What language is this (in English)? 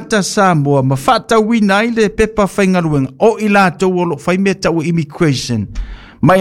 Samoan